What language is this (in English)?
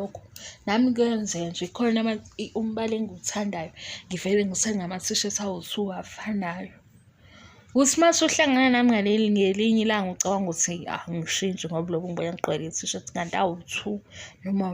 Zulu